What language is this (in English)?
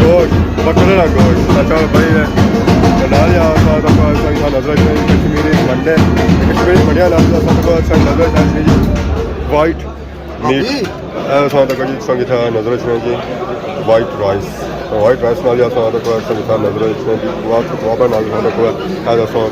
Pahari-Potwari